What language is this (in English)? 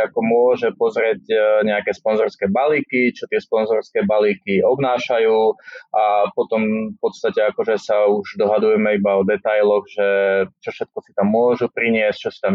Slovak